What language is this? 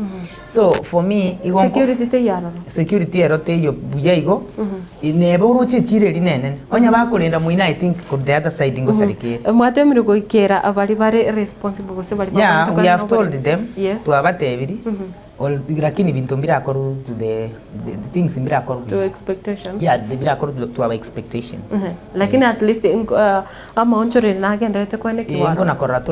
Gusii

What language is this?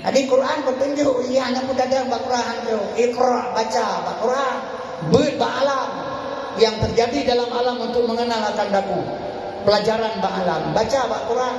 Achinese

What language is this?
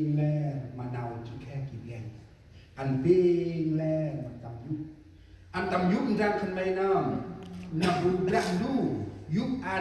Central Mnong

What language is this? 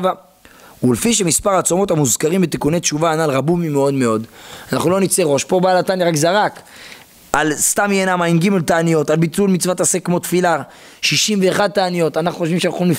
Hebrew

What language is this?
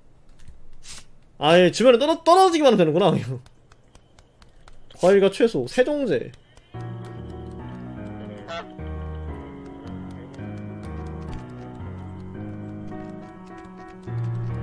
Korean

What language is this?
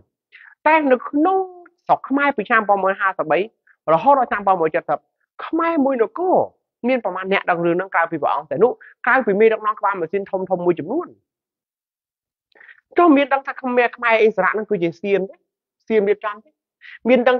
Khmer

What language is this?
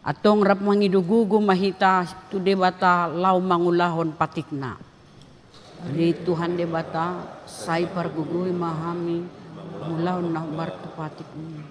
Batak Toba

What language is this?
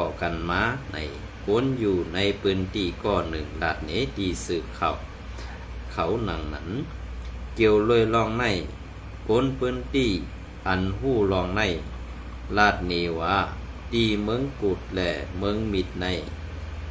Shan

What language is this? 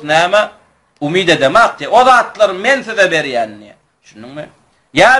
Turkmen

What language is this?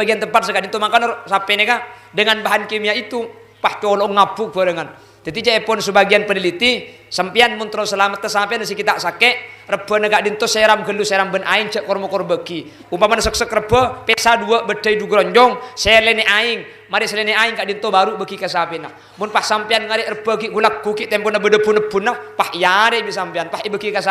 Madurese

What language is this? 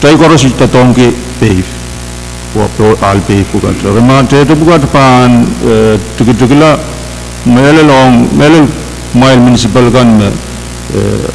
Pohnpeian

